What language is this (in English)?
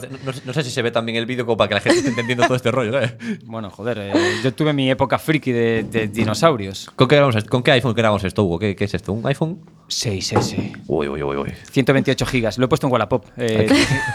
Spanish